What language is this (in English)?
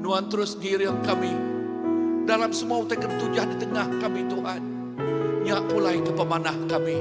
Iban